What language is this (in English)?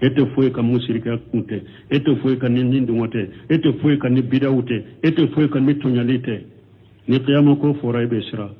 Bambara